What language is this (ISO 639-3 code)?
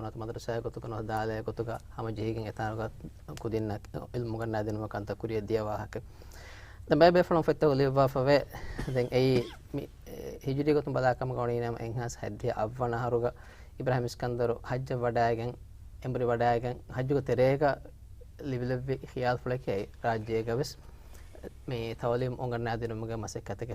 div